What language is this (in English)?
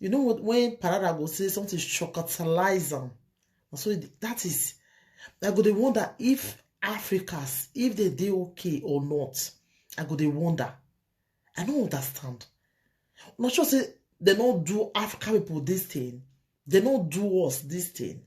Nigerian Pidgin